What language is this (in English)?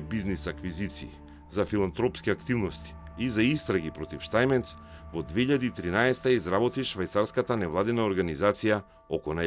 Macedonian